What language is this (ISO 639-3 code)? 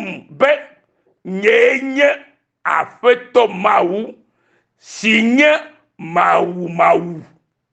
ewe